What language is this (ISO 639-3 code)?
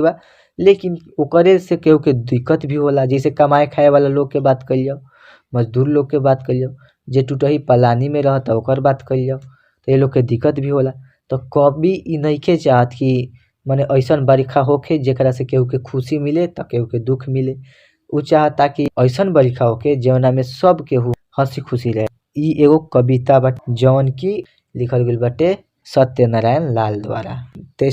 bho